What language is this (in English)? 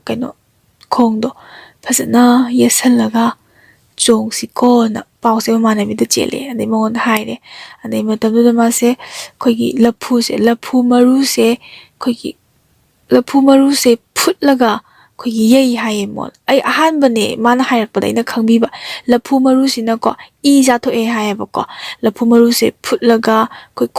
Manipuri